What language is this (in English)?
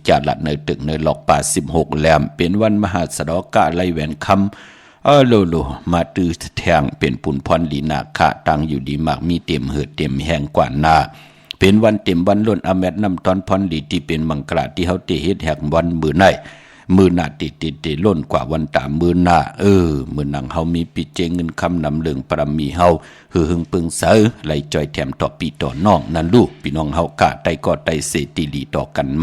Shan